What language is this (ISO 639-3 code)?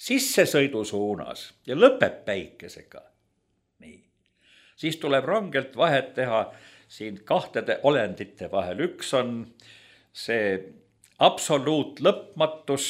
est